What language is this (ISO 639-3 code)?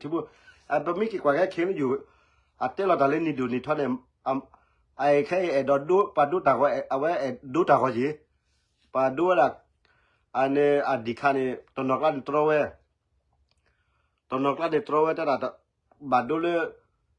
ksw